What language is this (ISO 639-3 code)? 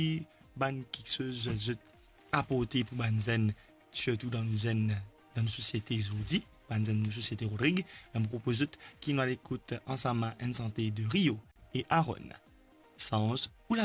mfe